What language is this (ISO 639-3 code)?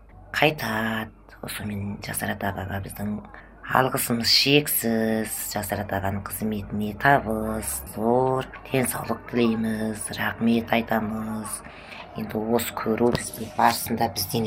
kaz